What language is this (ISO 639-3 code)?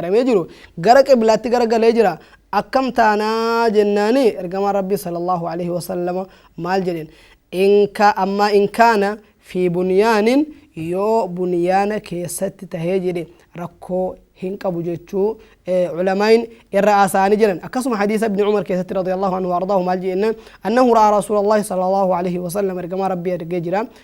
orm